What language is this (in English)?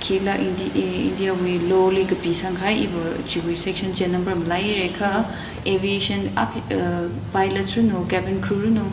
Tangkhul Naga (India)